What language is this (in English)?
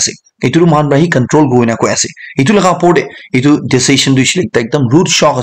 Naga Pidgin